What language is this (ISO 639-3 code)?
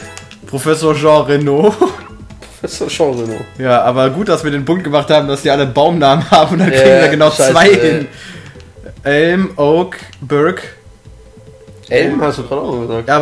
deu